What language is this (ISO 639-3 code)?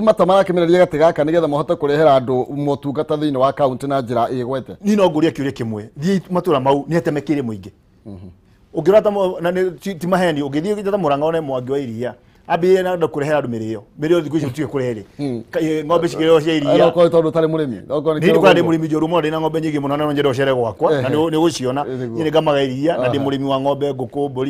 kik